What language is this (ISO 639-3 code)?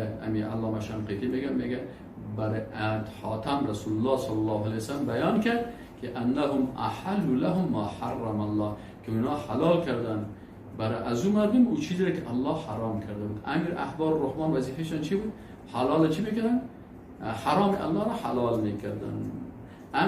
fas